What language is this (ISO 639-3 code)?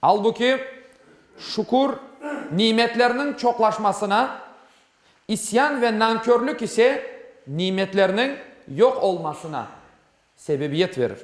crh